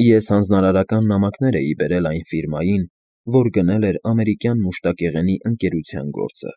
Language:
Armenian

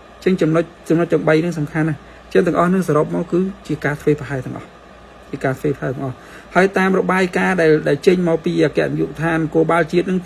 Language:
Khmer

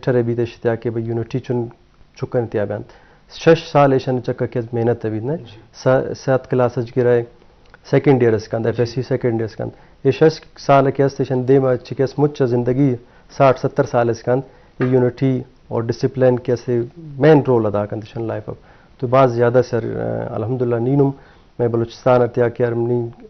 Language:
Eastern Balochi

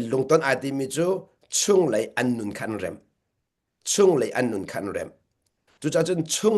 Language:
Hakha Chin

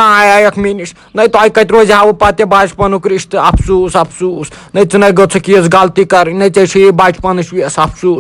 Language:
Kashmiri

